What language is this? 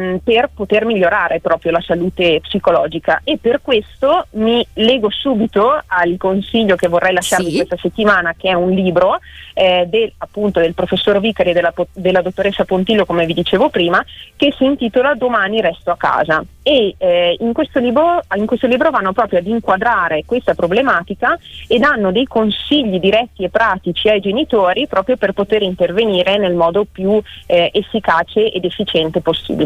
Italian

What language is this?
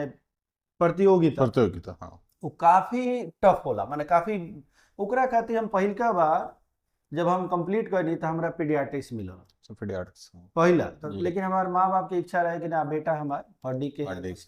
Bhojpuri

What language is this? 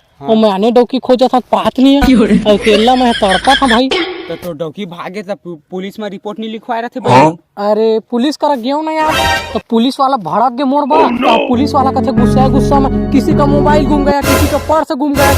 Chhattisgarhi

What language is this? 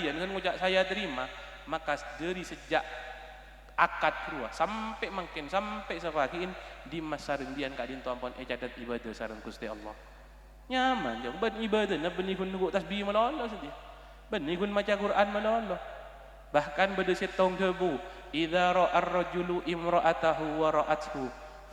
Madurese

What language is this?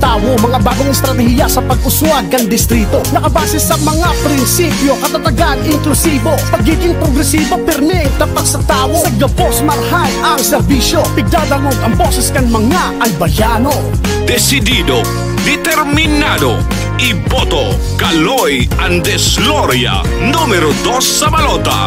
Bikol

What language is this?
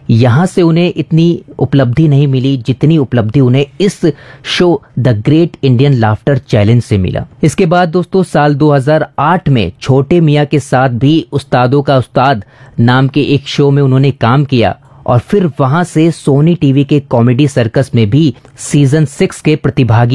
Hindi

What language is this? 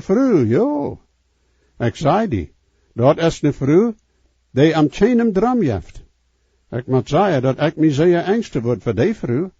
Plautdietsch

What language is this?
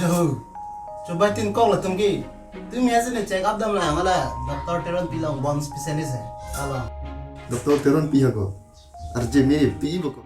Karbi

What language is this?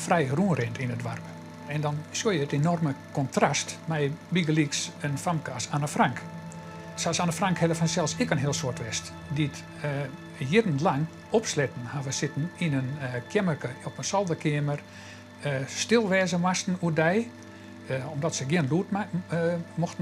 Western Frisian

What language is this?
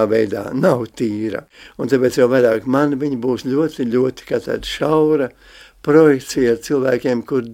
Latvian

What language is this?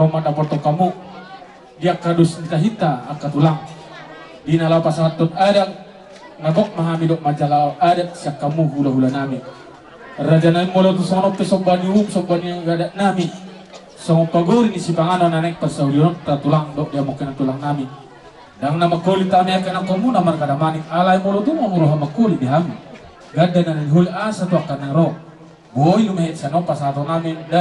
Batak Toba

